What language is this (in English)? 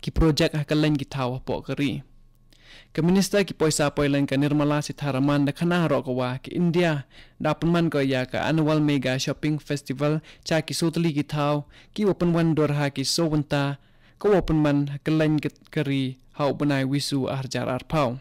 Khasi